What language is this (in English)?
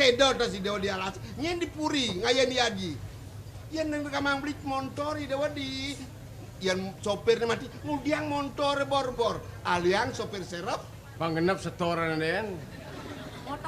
Balinese